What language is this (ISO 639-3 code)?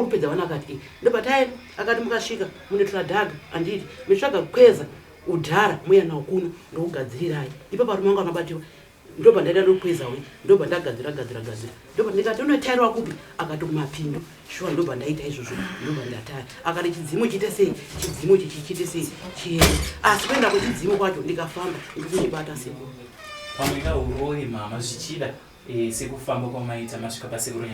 sna